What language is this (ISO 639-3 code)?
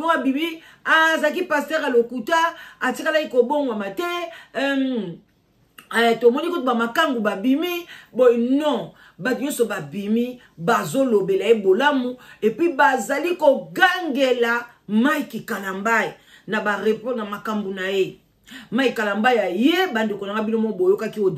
lin